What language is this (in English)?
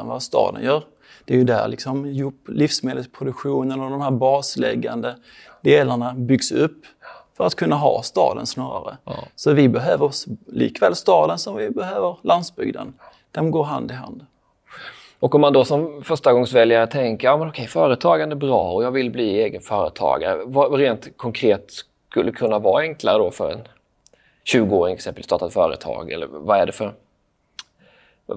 Swedish